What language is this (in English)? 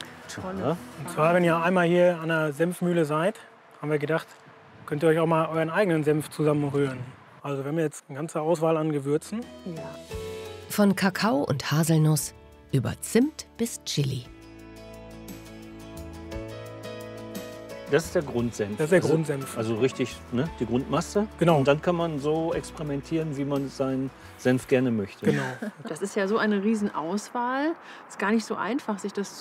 German